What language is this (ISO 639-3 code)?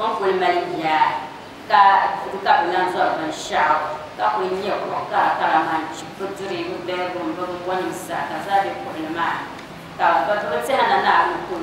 dag